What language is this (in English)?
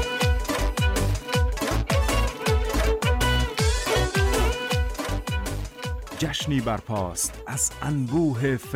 Persian